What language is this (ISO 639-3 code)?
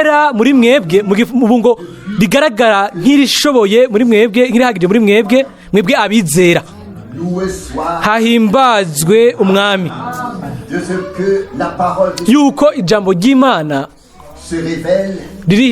run